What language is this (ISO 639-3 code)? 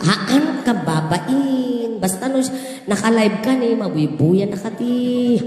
ilo